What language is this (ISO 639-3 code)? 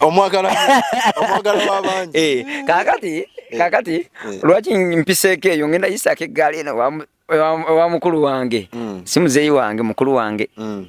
lug